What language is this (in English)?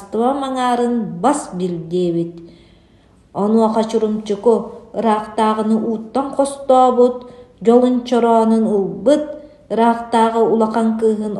Yakut